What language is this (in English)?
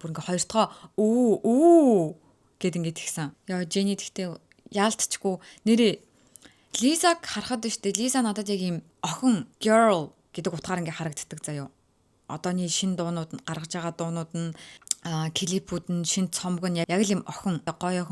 Mongolian